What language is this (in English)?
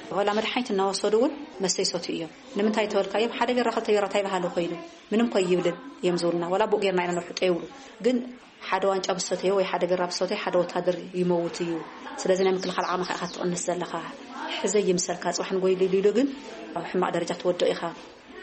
Tigrinya